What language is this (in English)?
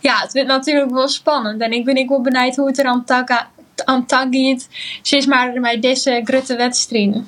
Western Frisian